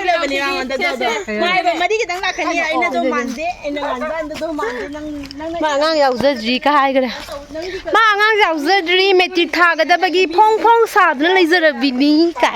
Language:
Manipuri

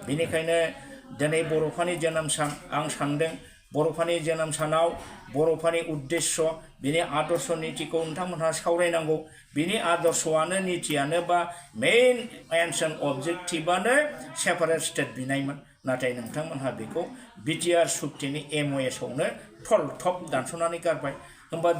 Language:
Bodo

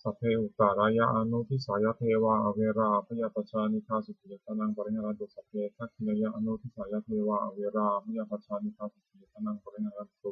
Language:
Pali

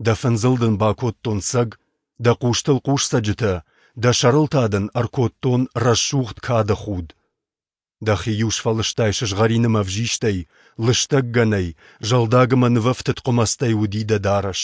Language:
Ossetic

